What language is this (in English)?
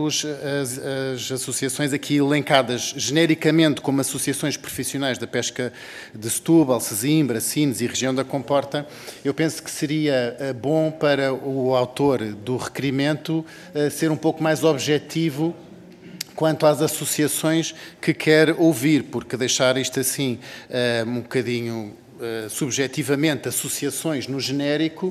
Portuguese